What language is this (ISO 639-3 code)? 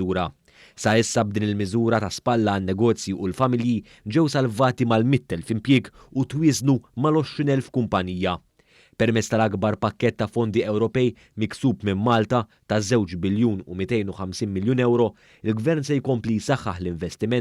mlt